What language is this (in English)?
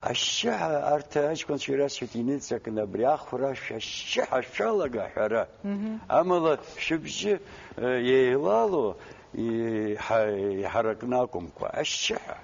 Abkhazian